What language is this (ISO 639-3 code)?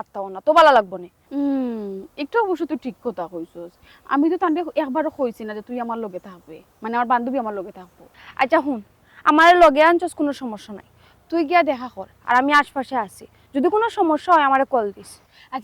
syl